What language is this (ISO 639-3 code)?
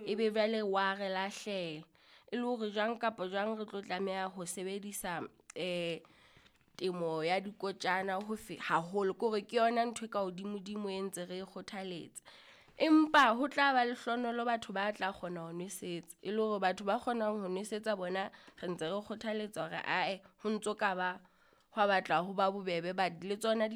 sot